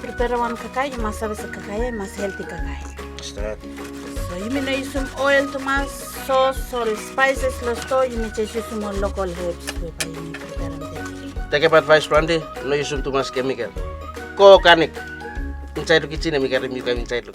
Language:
Bislama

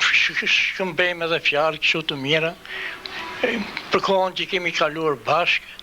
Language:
Albanian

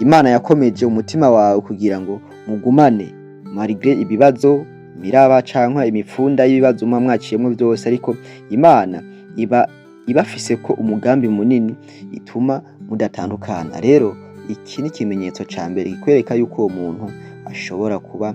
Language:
Rundi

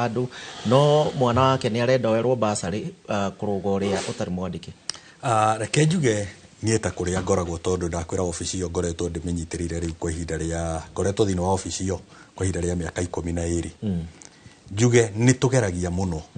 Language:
Kikuyu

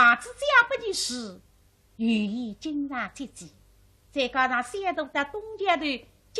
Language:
Wu Chinese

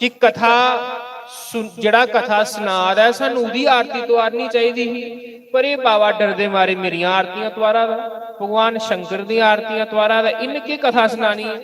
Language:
Dogri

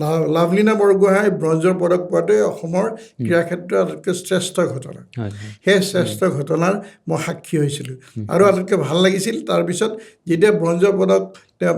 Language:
Assamese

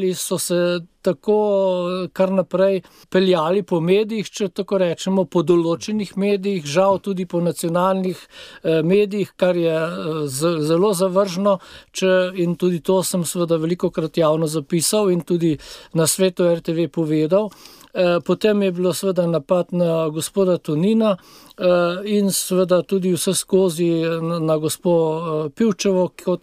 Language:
Slovenian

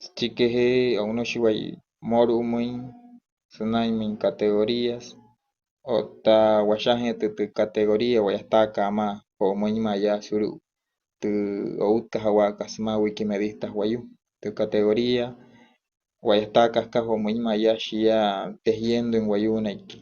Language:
Wayuu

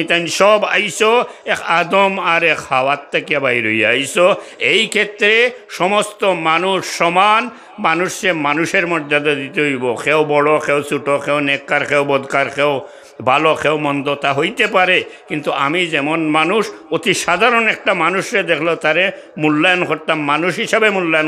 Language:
Sylheti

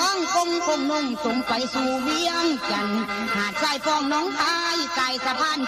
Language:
Northeastern Thai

